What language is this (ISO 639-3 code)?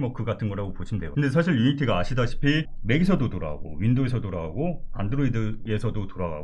kor